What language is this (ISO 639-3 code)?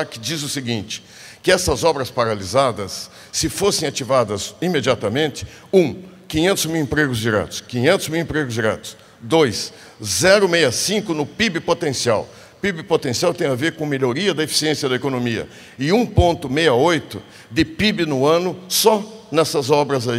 por